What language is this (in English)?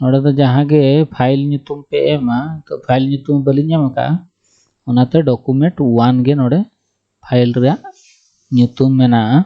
Santali